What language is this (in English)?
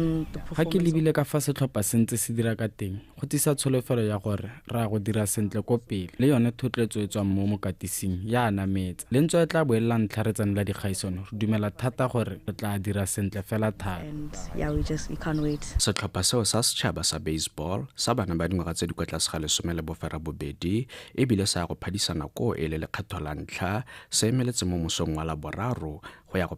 Tswana